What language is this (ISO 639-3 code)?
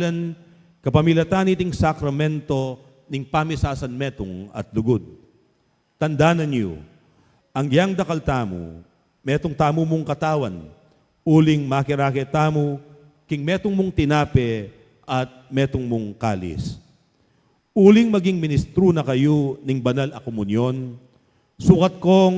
pam